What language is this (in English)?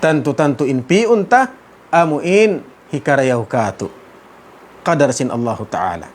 Tausug